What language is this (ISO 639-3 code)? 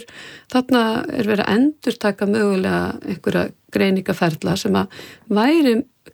isl